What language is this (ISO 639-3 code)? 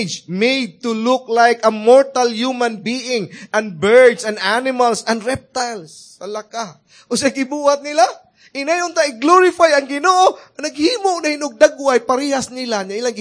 ceb